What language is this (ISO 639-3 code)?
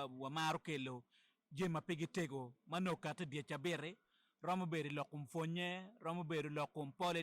ach